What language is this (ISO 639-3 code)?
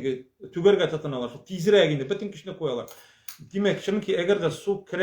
tat